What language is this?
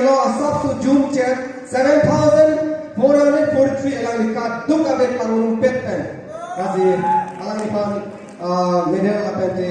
Karbi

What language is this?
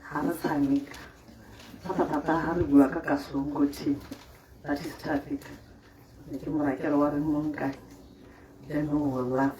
Tswana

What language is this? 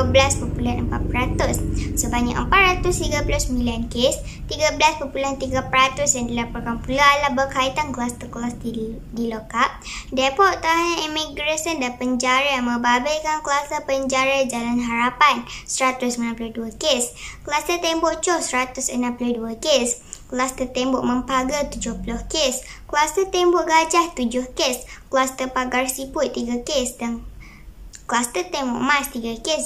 Malay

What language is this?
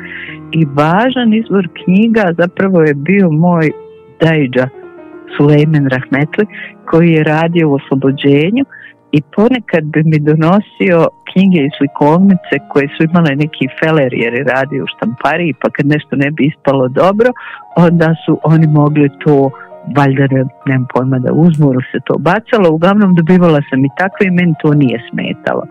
Bosnian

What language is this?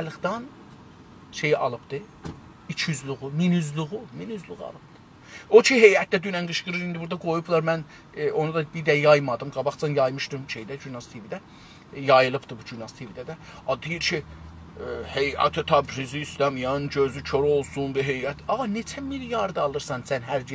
South Azerbaijani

